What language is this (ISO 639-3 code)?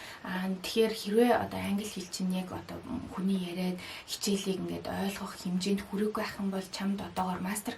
mon